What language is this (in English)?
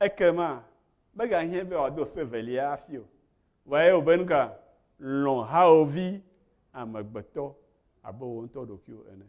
Ewe